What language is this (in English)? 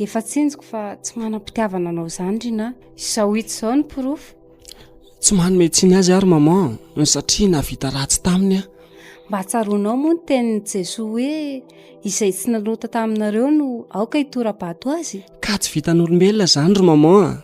Malagasy